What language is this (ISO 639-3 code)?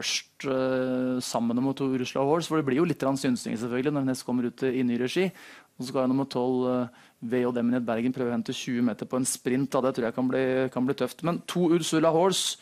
nor